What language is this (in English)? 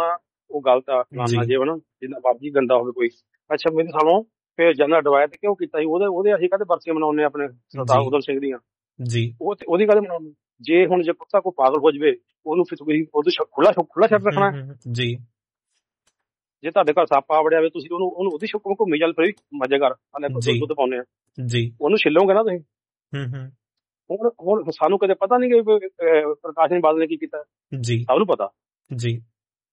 Punjabi